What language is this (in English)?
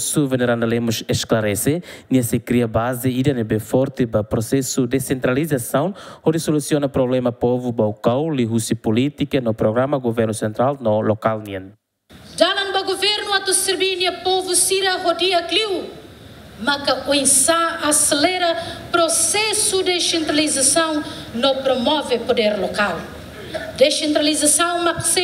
Tetum